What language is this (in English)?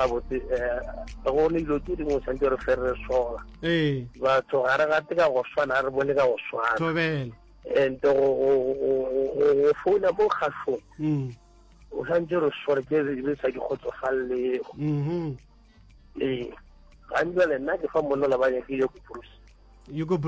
Northern Sotho